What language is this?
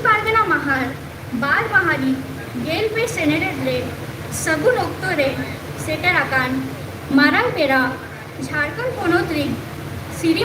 Santali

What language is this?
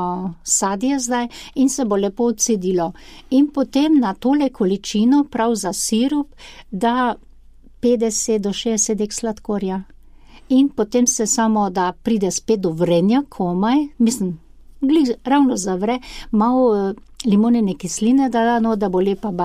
Slovenian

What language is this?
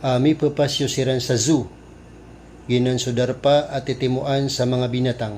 Maranao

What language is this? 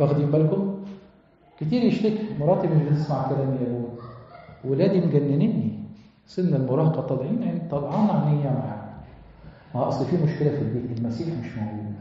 Egyptian Arabic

